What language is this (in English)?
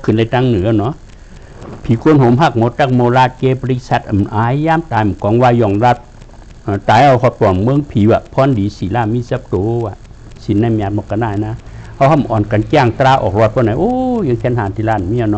Shan